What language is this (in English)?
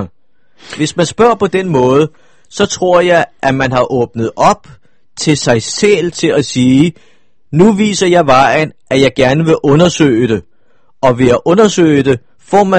Danish